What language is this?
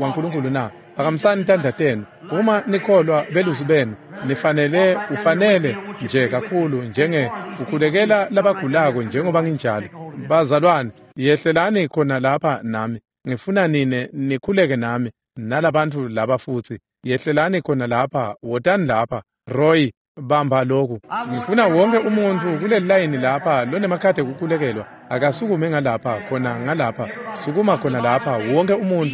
Swati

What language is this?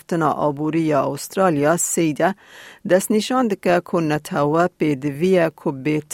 Kurdish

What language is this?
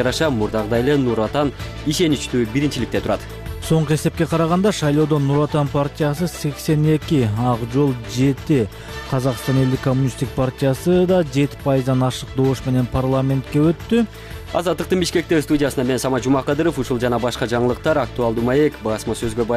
Kyrgyz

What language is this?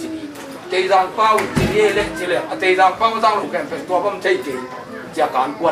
Tedim Chin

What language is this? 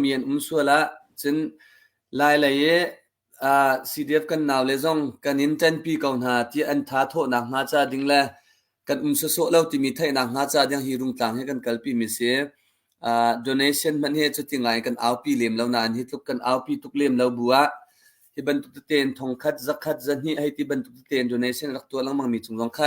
Hakha Chin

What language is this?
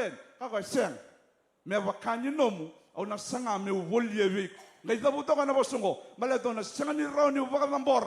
Fijian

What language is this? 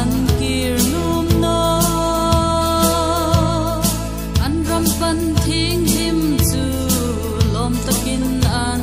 Hmar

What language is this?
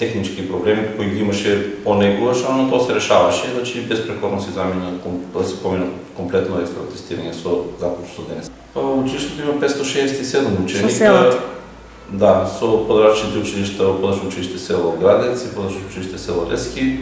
Macedonian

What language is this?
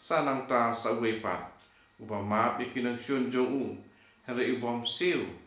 Khasi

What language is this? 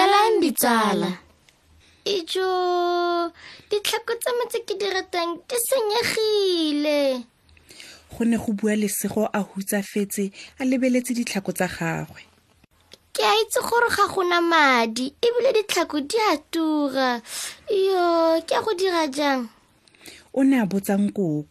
Tswana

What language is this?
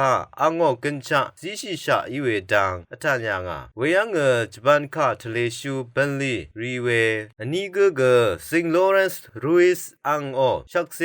Rawang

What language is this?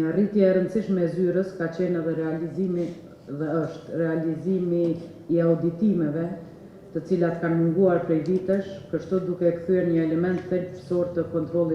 Albanian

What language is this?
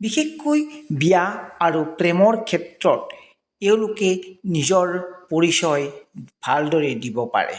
Assamese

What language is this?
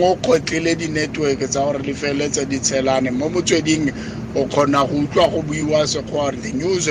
Tswana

